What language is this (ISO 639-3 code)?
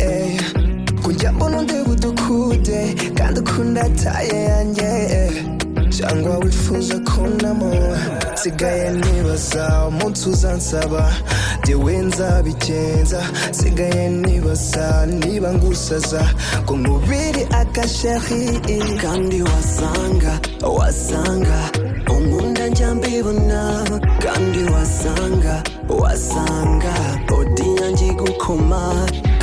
kin